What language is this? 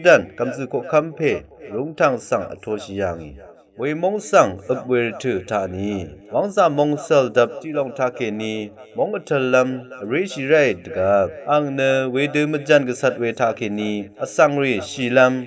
Rawang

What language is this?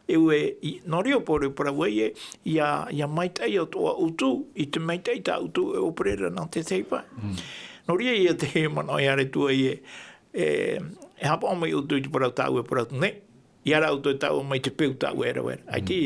Tahitian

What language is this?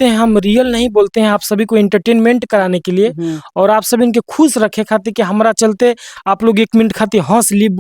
Bhojpuri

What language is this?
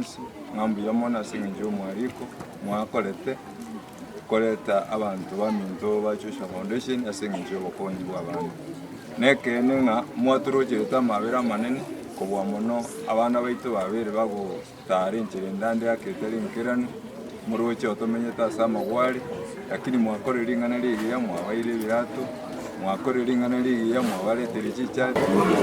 Gusii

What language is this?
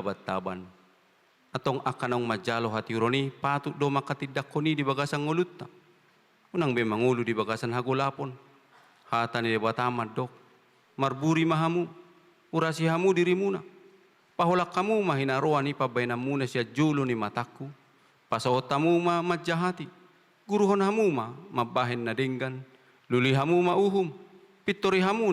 Batak Toba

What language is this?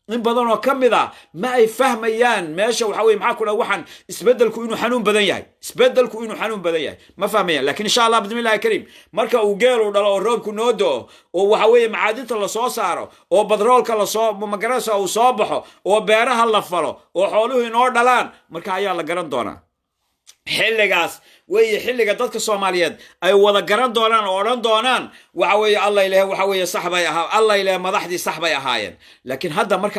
Somali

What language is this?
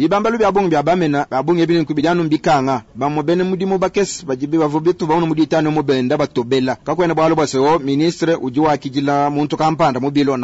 Luba-Lulua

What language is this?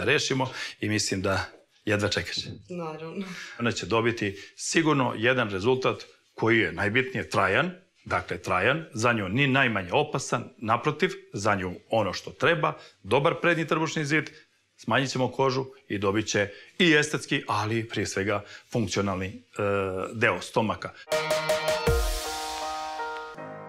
Serbian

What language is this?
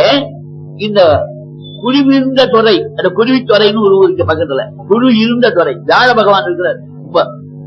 Tamil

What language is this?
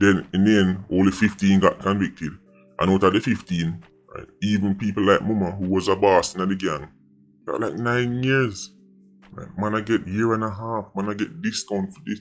Jamaican Creole English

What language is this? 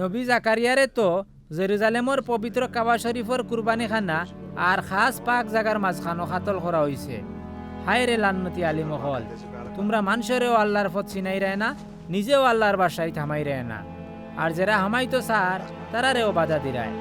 Sylheti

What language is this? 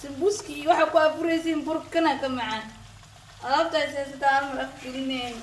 Somali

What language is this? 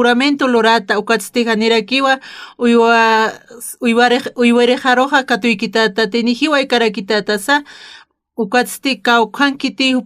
Aymara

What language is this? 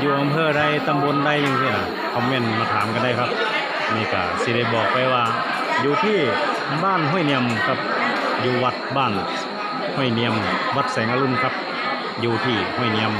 Northeastern Thai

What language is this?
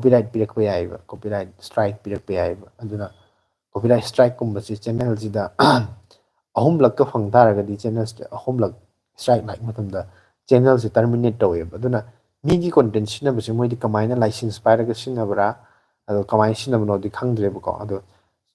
Manipuri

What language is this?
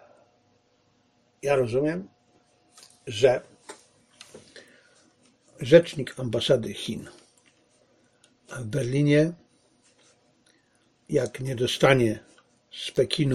Polish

